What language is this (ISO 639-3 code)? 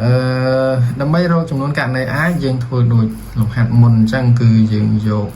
khm